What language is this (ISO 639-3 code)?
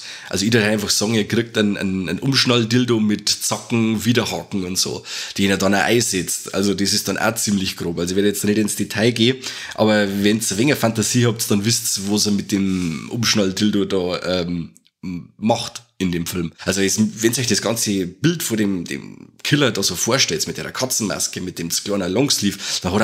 bar